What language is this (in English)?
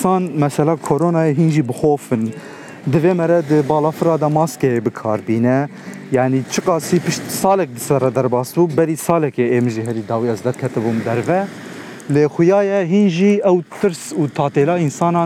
Kurdish